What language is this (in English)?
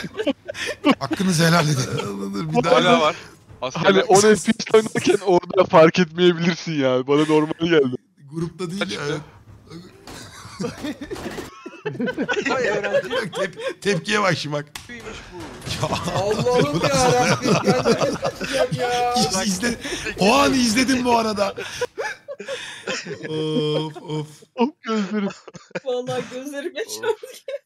Turkish